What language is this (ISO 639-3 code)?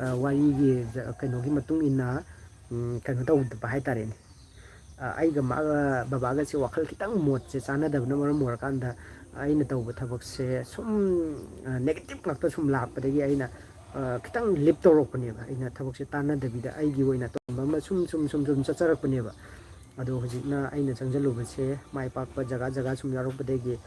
mni